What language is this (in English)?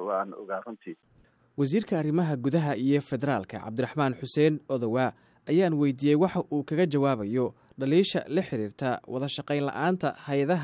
Somali